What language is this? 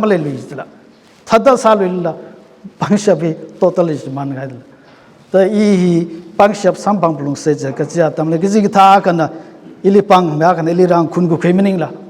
Tangkhul Naga (India)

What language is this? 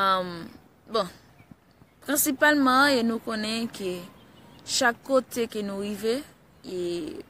Haitian Creole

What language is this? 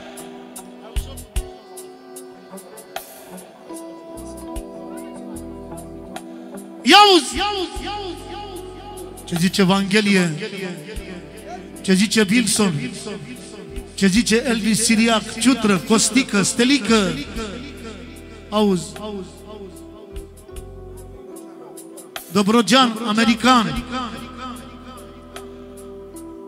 Romanian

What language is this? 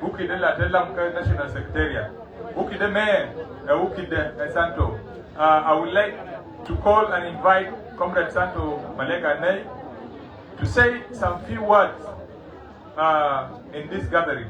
Nuer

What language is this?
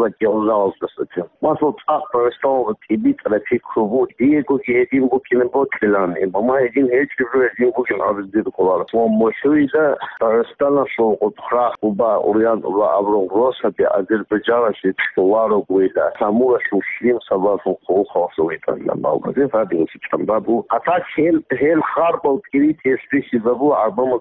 Avaric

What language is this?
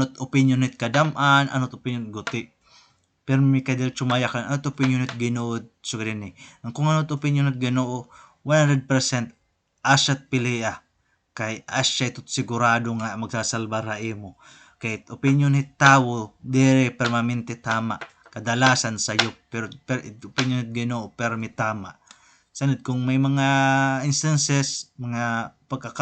Waray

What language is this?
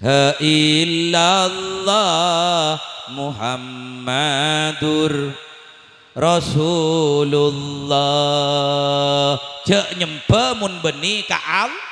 Madurese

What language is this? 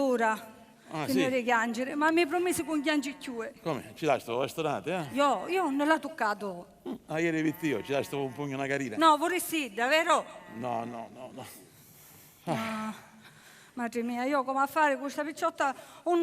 Sicilian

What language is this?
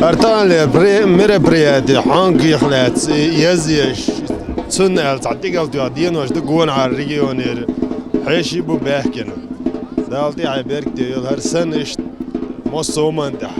Chechen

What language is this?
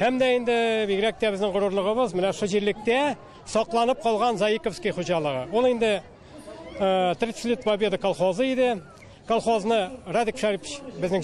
Tatar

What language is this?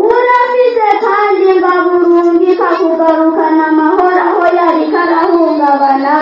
Rundi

